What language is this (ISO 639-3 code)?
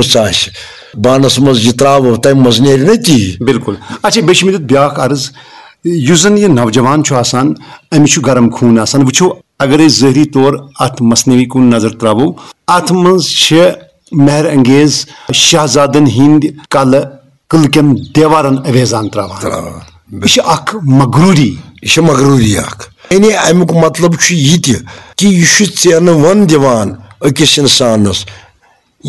kas